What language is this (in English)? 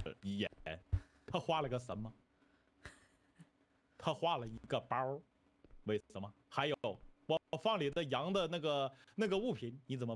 Chinese